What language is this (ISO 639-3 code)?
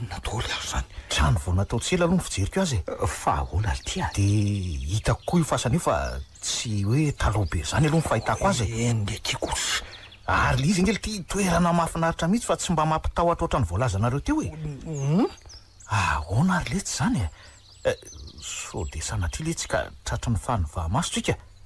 mlg